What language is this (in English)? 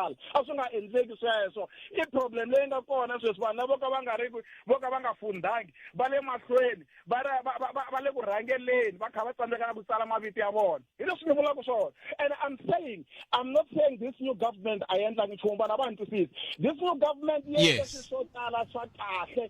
Tsonga